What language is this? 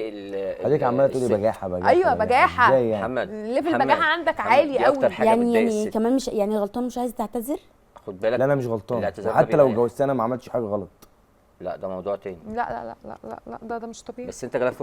Egyptian Arabic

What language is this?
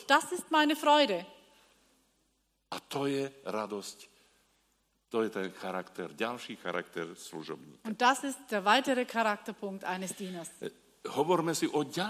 Slovak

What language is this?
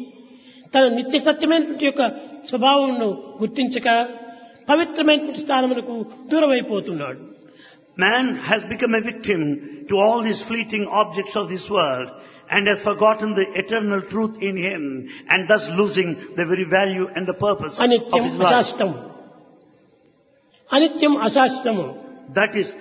Telugu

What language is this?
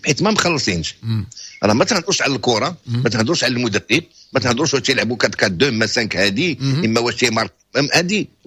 Moroccan Arabic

